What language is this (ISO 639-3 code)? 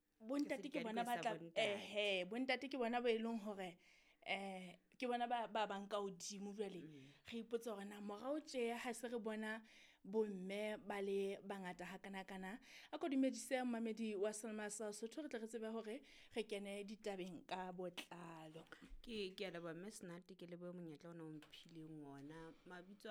sot